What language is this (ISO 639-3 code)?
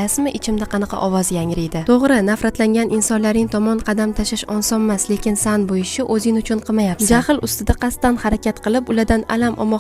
uzb